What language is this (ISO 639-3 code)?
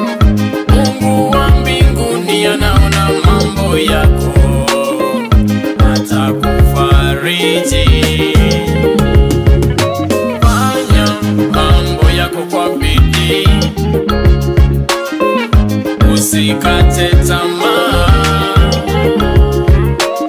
swa